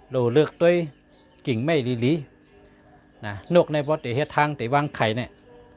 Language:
Shan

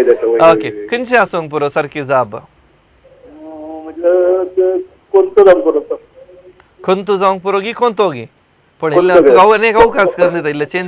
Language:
Konkani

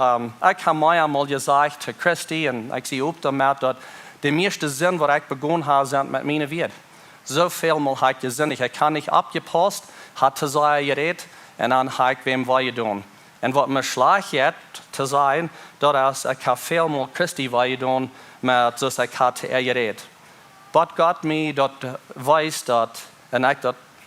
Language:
Plautdietsch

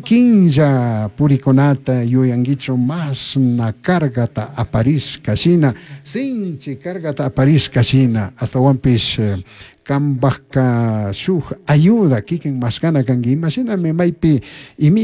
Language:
Chimborazo Highland Quichua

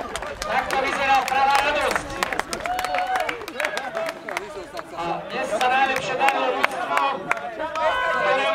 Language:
Slovak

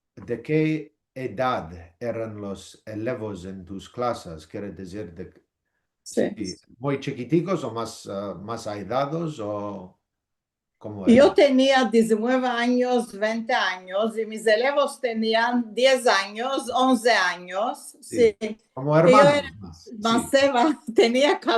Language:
Ladino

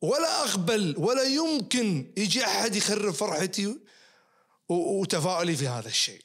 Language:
Najdi Arabic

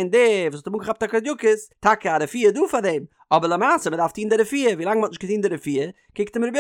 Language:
Yiddish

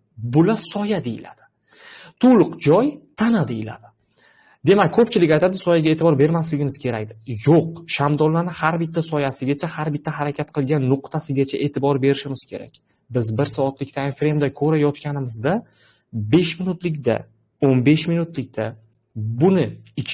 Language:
Uzbek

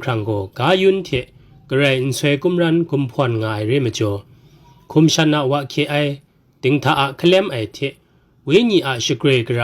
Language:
Kachin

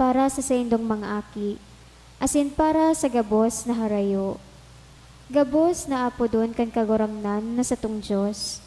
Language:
Bikol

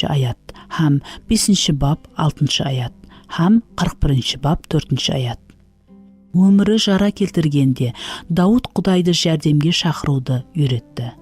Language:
Kara-Kalpak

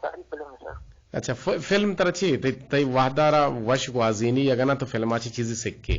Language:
Eastern Balochi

